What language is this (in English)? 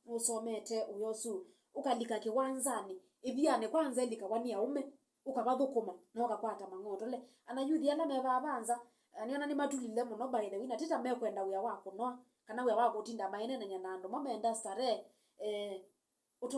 Kamba